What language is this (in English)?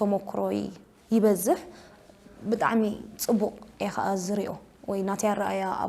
Tigrinya